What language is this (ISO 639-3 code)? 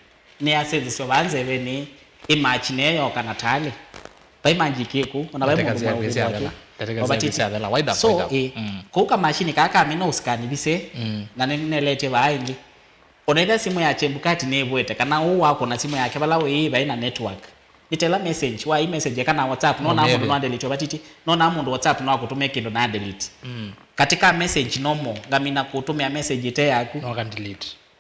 kam